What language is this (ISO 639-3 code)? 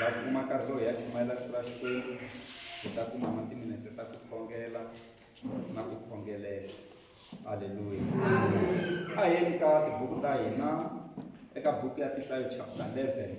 tso